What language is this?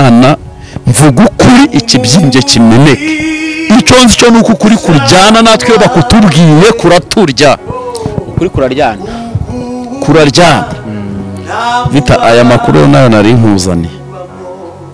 Kinyarwanda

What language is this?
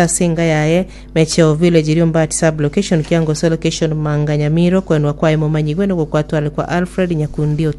Gusii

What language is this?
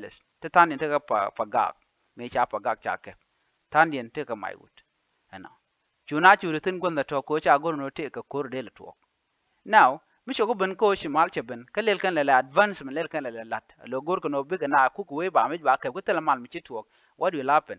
Nuer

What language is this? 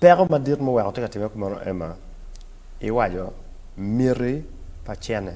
Acoli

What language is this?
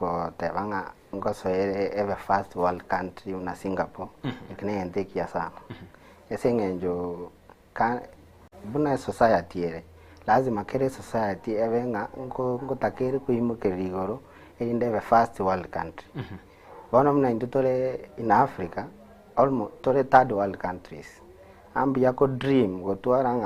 Gusii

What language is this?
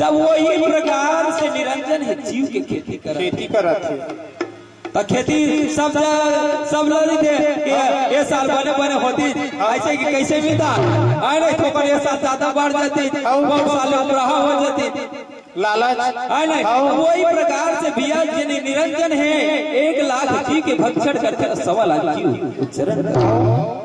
Chhattisgarhi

